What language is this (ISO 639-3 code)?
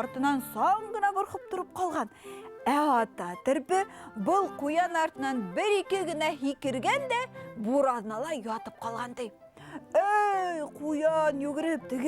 bak